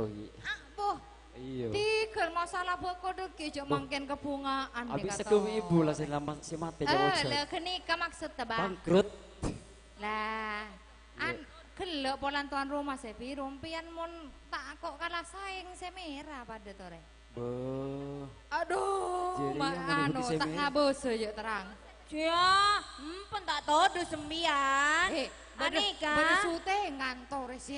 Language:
Madurese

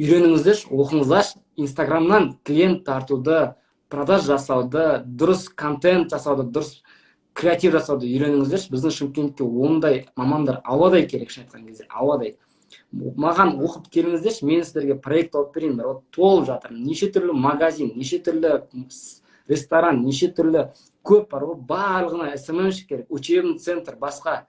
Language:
Kazakh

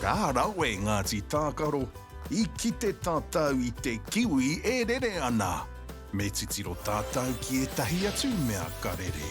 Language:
Māori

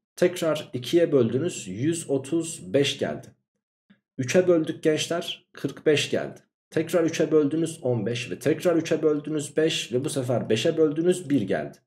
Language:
Turkish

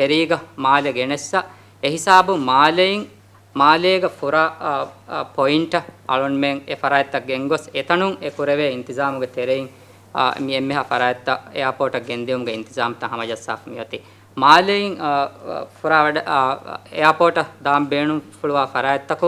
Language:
Divehi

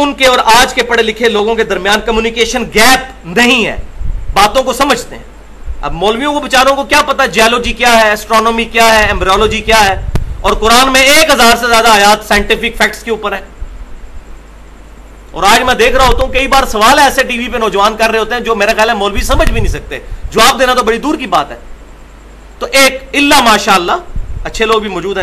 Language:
Urdu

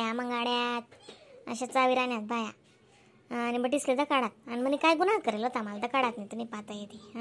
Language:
Khandesi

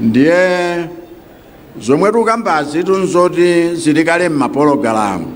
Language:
Nyanja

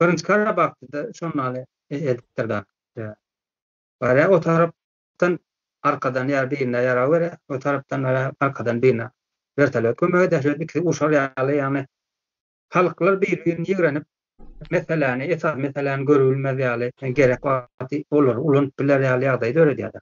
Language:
Turkmen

